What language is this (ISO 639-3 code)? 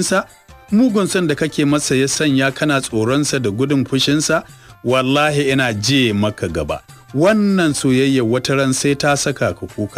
hau